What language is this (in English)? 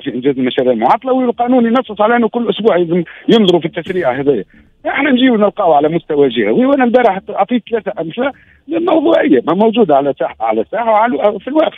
Tunisian Arabic